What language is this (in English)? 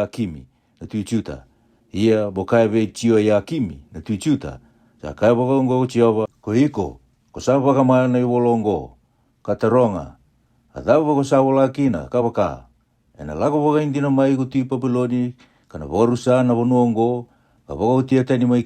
Fijian